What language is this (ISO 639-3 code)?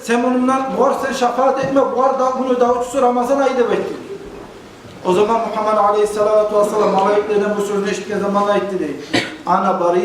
kum